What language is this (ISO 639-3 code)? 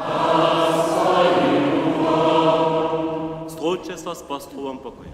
hsb